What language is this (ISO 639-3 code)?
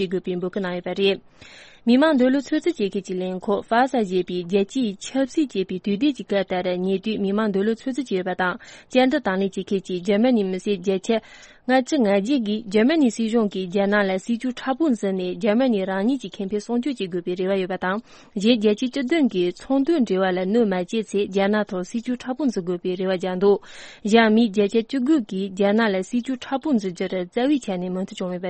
bod